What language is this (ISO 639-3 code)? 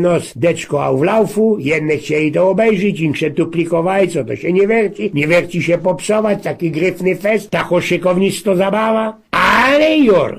szl